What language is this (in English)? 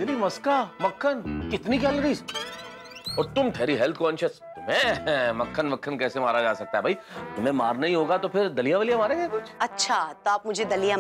Hindi